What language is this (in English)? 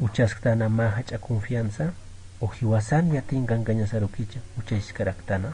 Aymara